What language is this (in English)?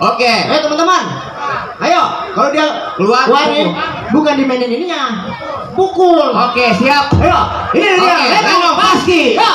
Betawi